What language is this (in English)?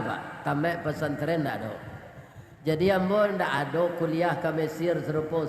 Minangkabau